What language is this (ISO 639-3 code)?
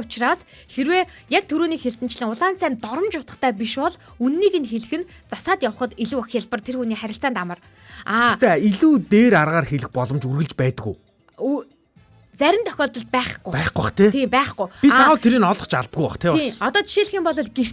mon